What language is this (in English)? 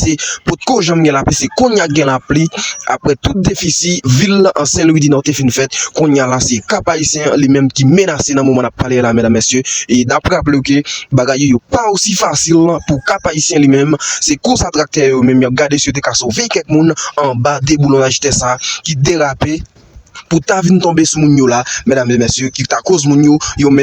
Haitian Creole